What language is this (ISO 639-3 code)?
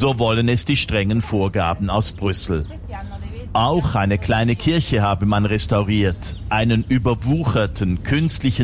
deu